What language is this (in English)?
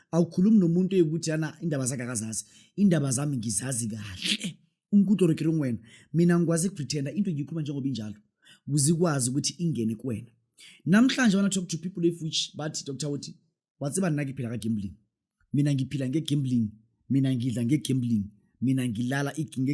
Zulu